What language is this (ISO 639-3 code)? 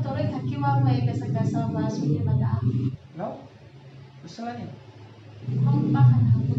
nia